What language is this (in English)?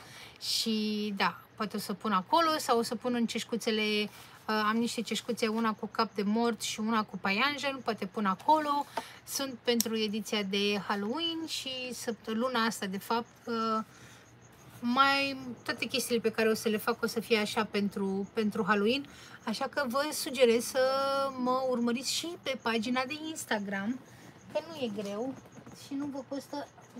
Romanian